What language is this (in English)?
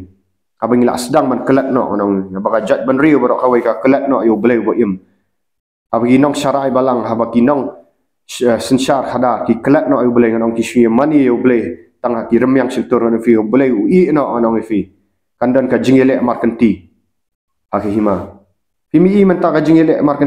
Khasi